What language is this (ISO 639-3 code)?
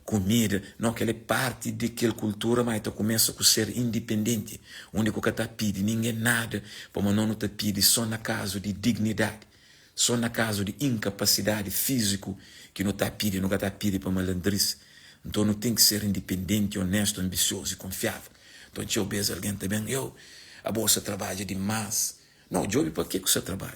kea